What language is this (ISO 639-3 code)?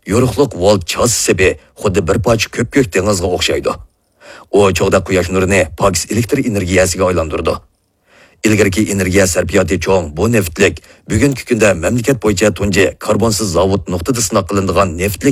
uig